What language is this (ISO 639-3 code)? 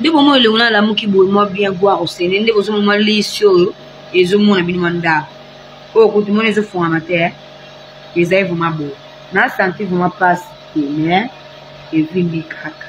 lin